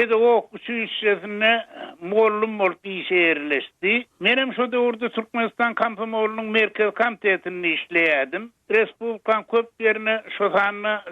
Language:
Turkmen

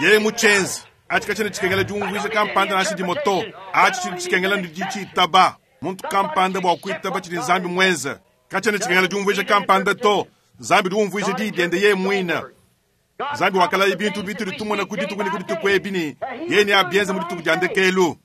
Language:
Luba-Lulua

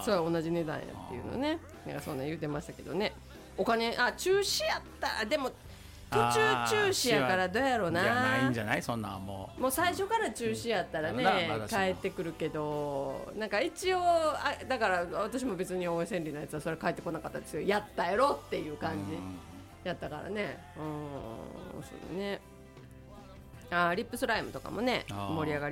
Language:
Japanese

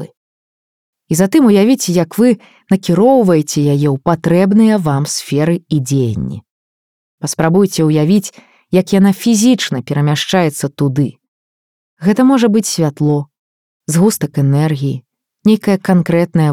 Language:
Belarusian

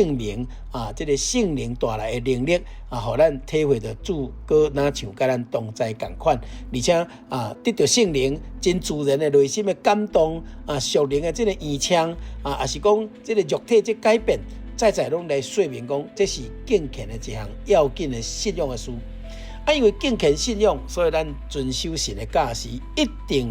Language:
Min Nan Chinese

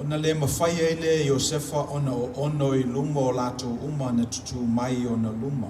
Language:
Samoan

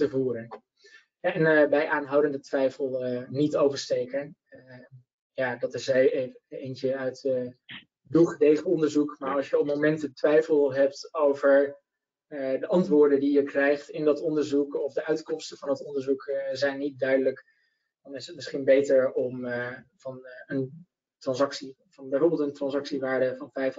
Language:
Dutch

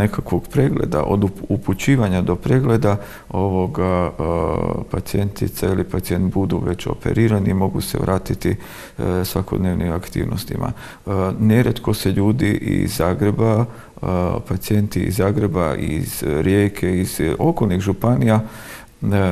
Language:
Croatian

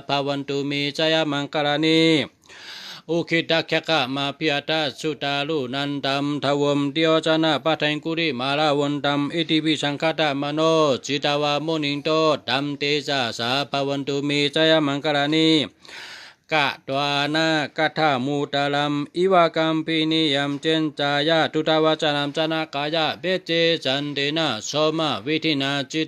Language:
Shan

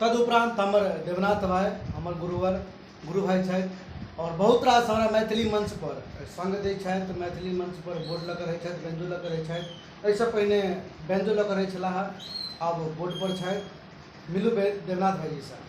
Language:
Maithili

